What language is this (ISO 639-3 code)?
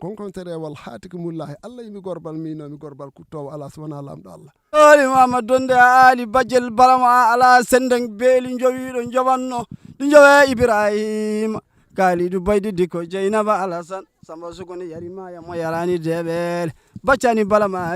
ful